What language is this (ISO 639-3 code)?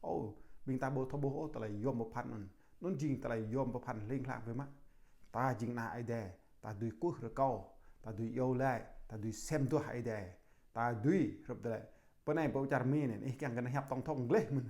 jra